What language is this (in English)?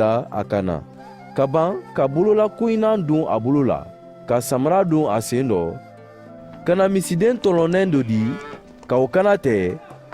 Mandingo